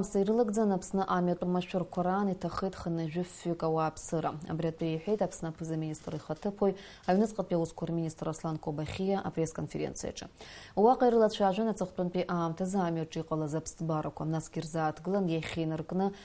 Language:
Abkhazian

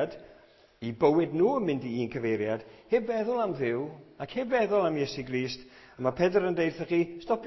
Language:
Welsh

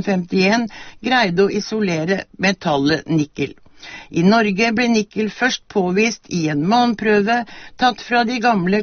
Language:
Norwegian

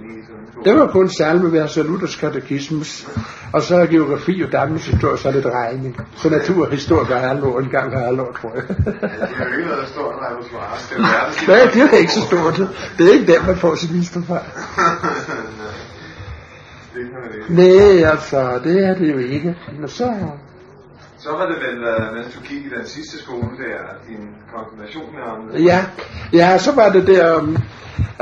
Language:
Danish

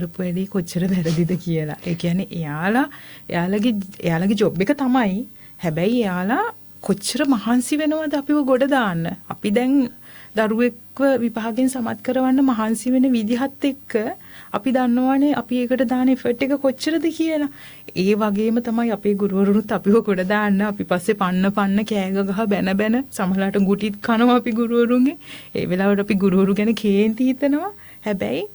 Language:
Sinhala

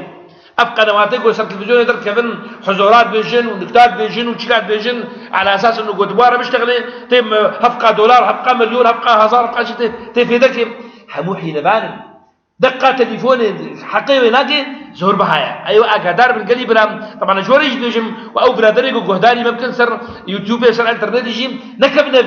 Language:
Kurdish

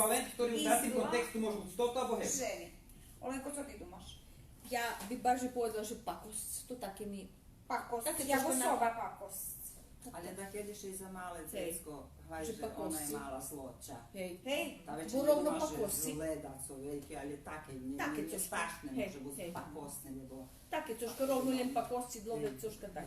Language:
Rusyn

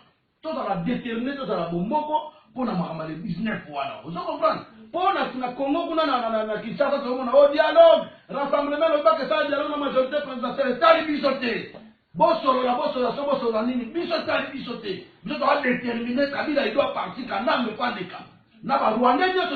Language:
Lingala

